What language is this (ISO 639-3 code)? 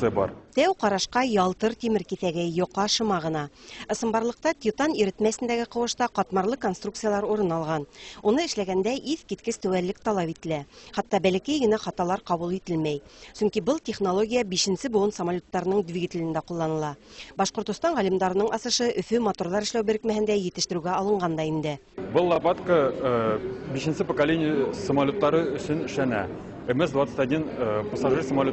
bak